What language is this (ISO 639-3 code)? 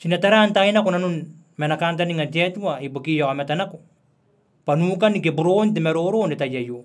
gil